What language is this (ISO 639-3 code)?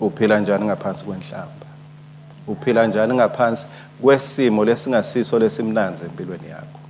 ssw